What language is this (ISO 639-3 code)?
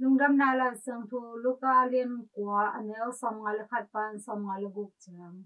ctd